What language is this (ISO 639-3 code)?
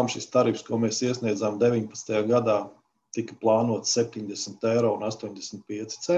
lav